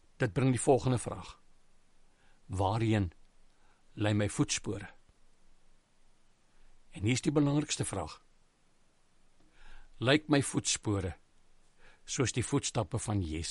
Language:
Afrikaans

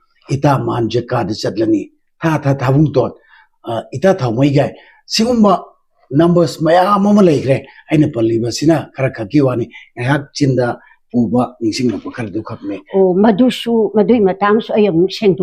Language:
Manipuri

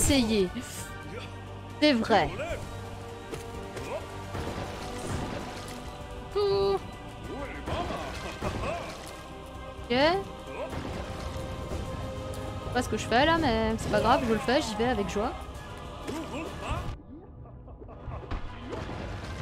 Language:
French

